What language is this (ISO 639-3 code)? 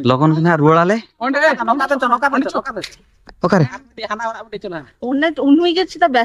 sat